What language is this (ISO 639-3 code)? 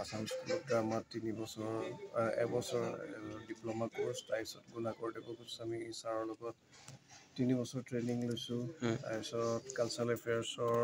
asm